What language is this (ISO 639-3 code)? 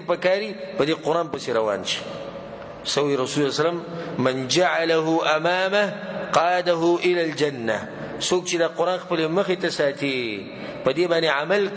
pus